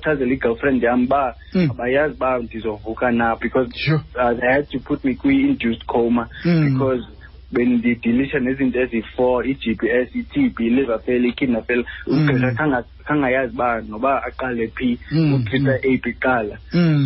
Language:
Xhosa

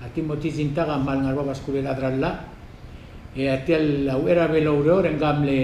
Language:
Palauan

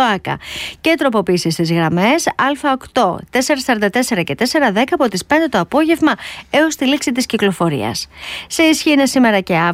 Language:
Greek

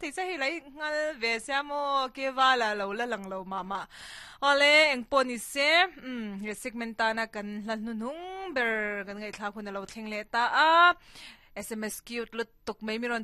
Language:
Mizo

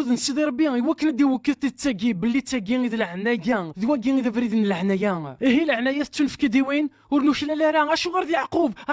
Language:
Kabyle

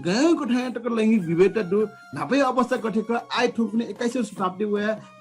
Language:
Newari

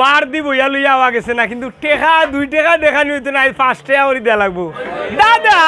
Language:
Sylheti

